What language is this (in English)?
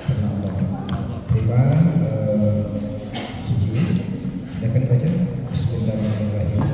Minangkabau